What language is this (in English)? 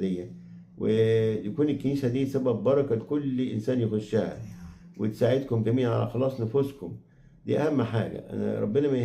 Egyptian Arabic